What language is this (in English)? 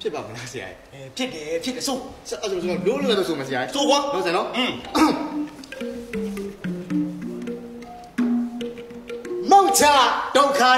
Burmese